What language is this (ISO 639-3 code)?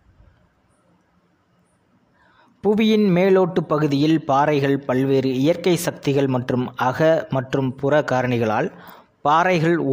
tam